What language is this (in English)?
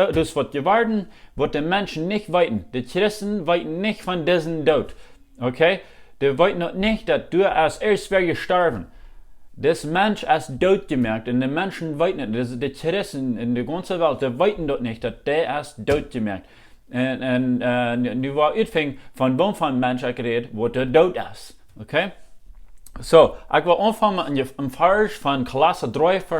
Plautdietsch